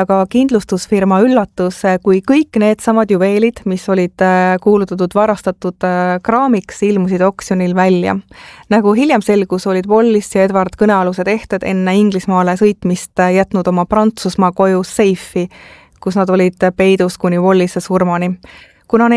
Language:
Estonian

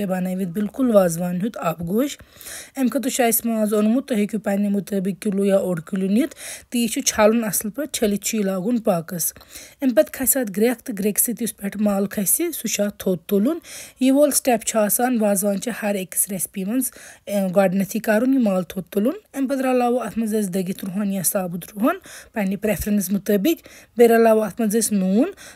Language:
Kashmiri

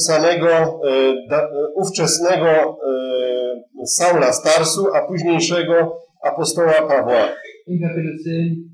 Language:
Polish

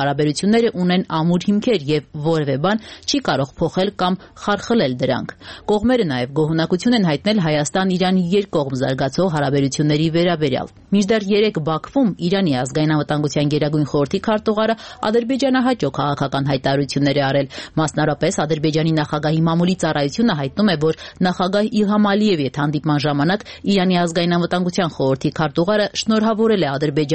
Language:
Armenian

